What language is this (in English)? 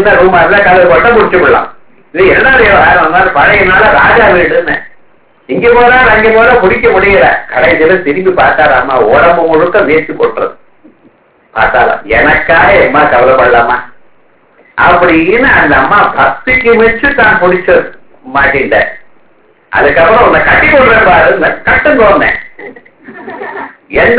Tamil